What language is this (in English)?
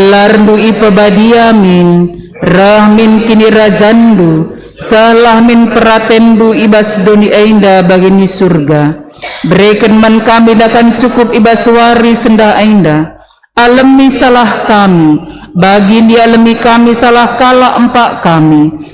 Batak Karo